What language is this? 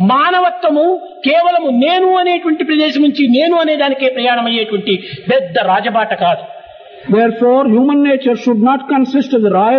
Telugu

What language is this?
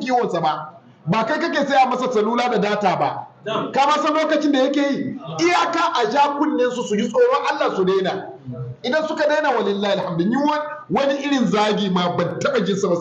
Hausa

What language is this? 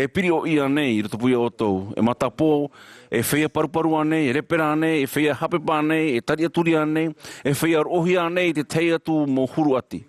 Tahitian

